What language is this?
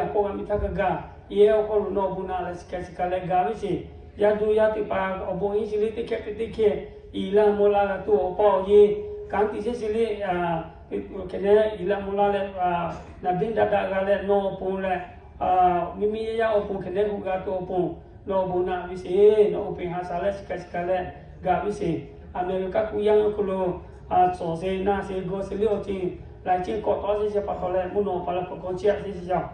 Lahu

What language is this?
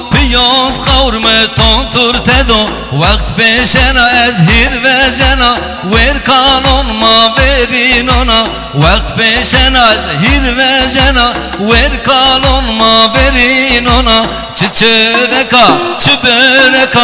Zaza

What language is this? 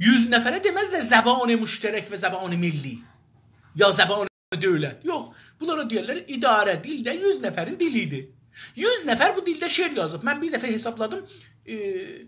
South Azerbaijani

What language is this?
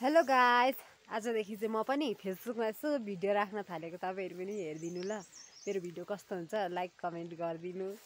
Nepali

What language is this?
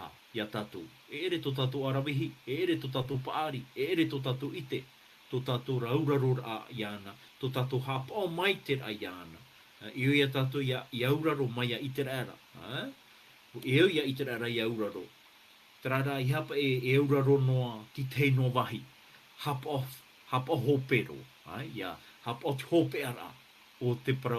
Tahitian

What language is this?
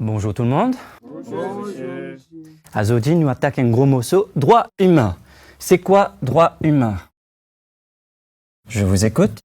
Morisyen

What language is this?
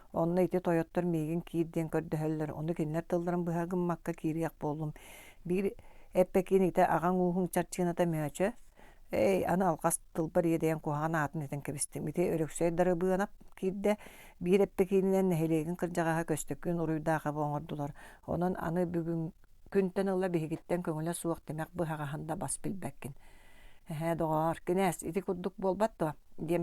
Yakut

